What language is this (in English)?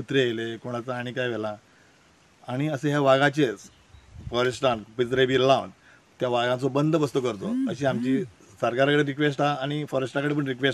Konkani